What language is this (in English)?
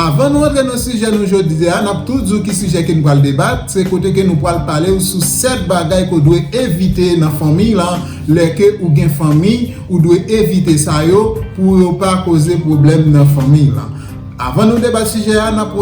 Haitian Creole